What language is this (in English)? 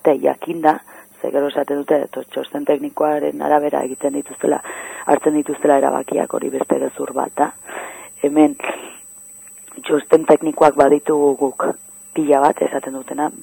Basque